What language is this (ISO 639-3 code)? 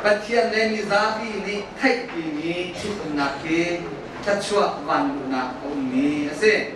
cnh